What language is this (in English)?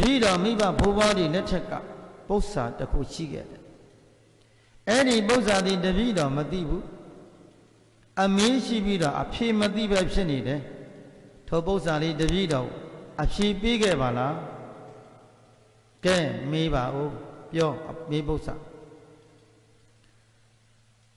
Burmese